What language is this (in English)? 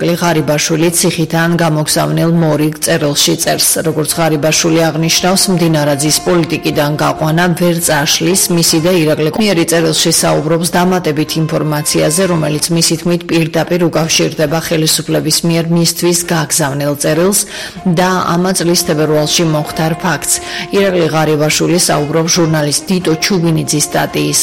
Georgian